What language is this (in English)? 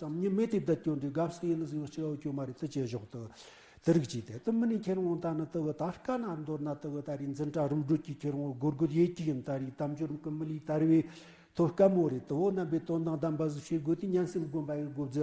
Tibetan